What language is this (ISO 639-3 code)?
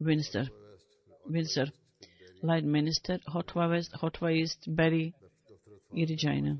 bos